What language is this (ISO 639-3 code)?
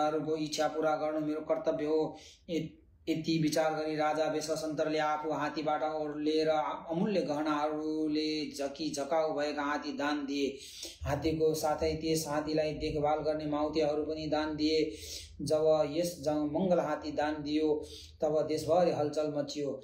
nep